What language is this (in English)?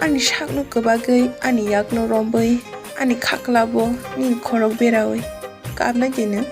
Kok Borok